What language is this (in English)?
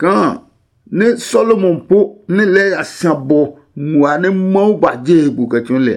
Adangme